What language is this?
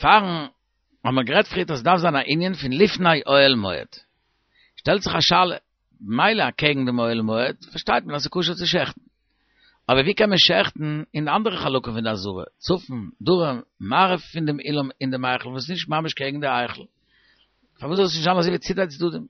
Yiddish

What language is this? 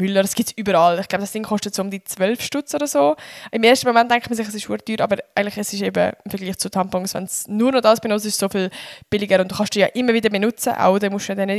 Swiss German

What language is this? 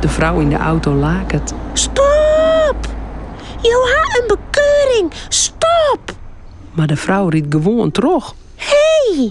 Western Frisian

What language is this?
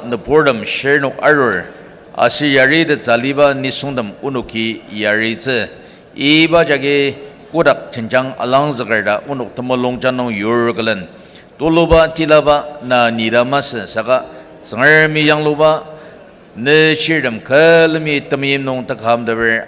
Ao Naga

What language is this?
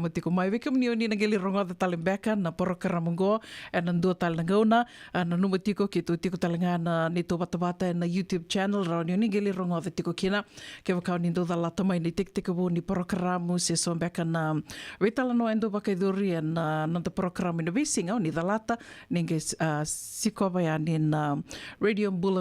Fijian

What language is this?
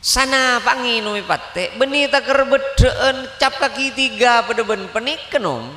Madurese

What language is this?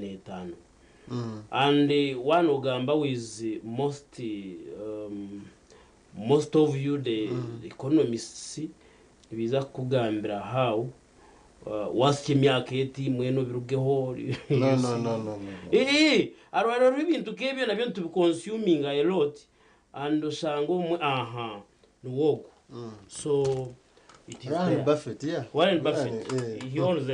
Nyankole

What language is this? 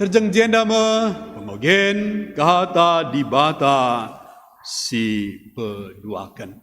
Batak Karo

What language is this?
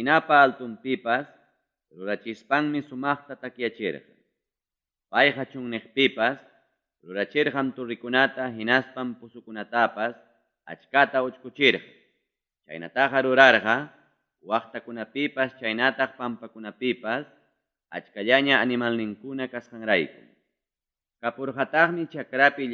Ayacucho Quechua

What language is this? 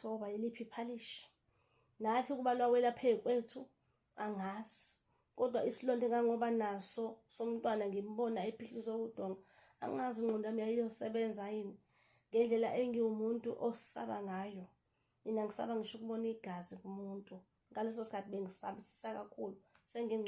Zulu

